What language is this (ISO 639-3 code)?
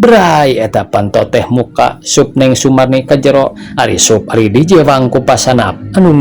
sun